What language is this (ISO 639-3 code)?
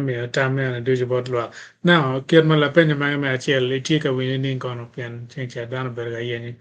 ach